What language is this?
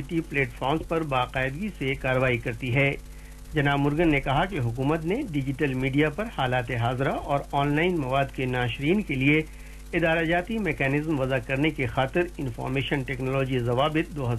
Urdu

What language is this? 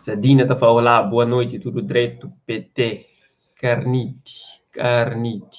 Kabuverdianu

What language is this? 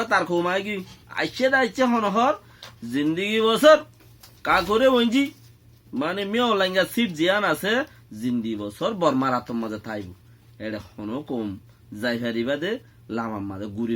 Rohingya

